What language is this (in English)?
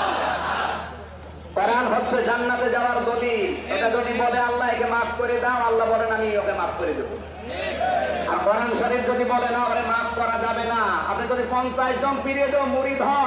Bangla